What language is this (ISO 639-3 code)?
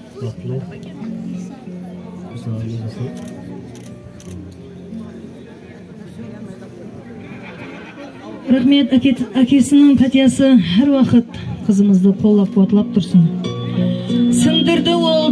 kaa